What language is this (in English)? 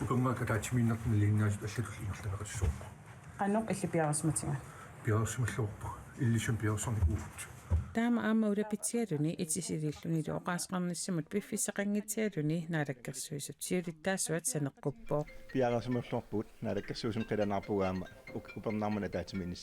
Kalaallisut